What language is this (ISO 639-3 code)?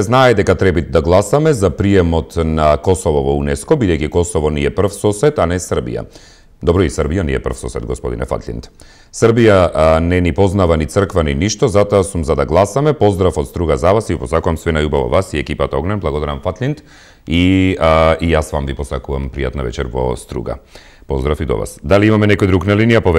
mkd